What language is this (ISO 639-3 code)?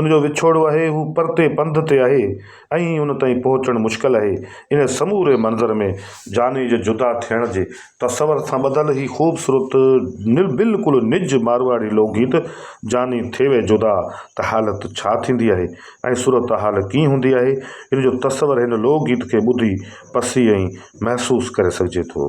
snd